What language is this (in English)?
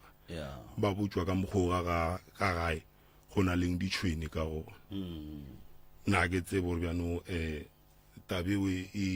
Northern Sotho